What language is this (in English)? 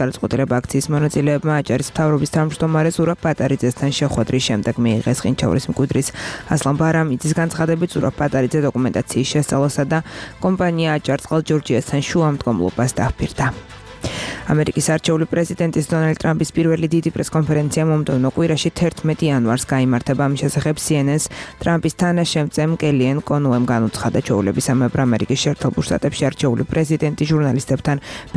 Georgian